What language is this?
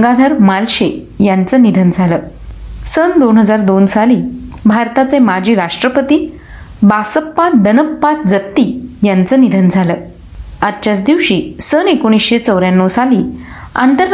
Marathi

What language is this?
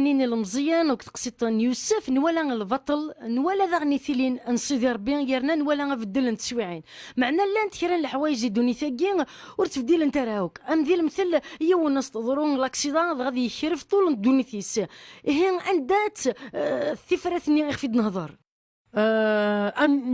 Kabyle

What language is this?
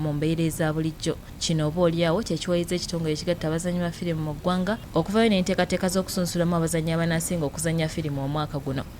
Ganda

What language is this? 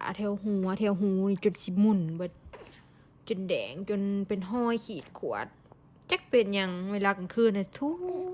Northeastern Thai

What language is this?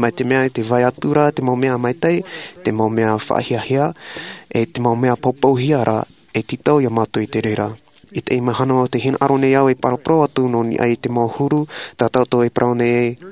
Tahitian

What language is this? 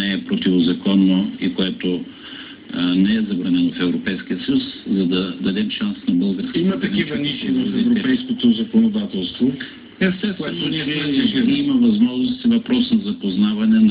Bulgarian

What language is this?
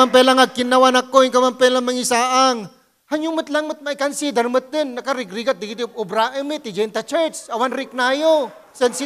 Iloko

